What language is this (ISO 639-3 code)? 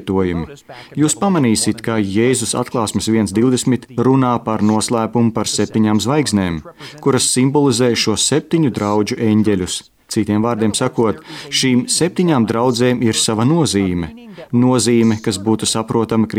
lav